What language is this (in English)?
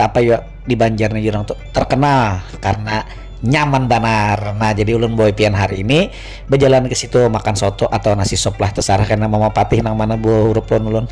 Banjar